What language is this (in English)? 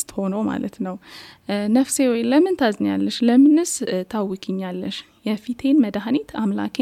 Amharic